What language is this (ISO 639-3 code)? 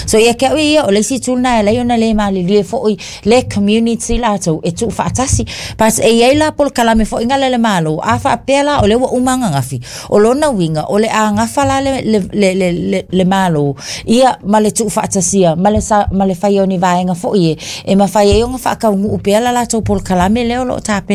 smo